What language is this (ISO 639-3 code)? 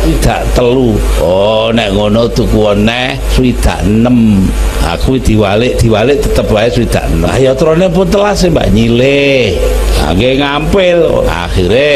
jav